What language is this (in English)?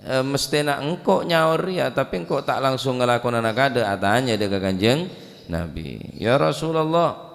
Madurese